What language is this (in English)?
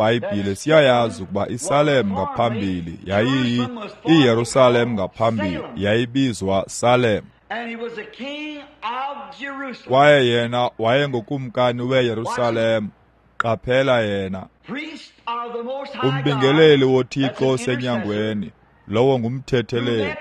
Xhosa